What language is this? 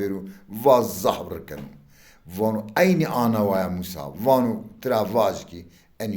Zaza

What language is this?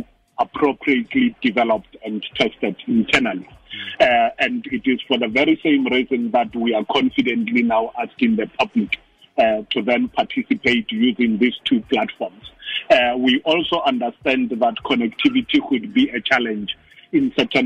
Tswana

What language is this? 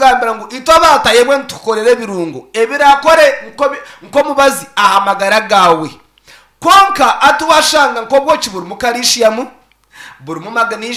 Nyankole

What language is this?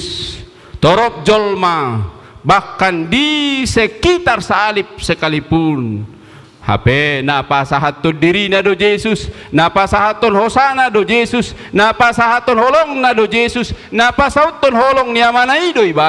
Batak Toba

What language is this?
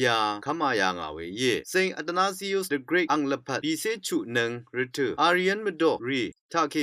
Rawang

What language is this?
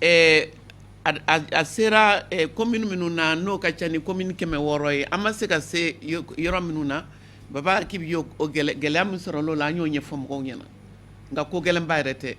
Bambara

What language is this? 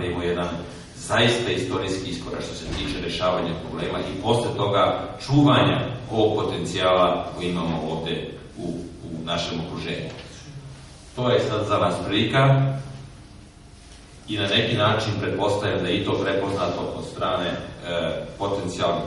Serbian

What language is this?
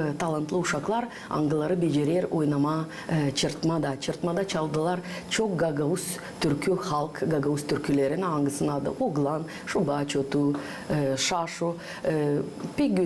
Gagauz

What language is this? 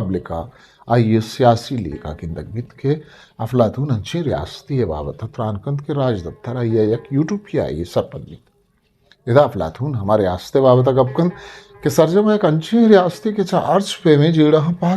Eastern Balochi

